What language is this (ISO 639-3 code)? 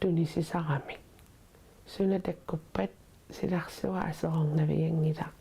kal